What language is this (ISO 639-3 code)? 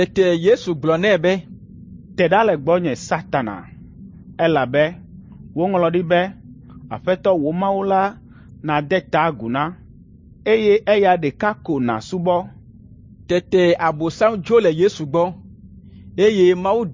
ewe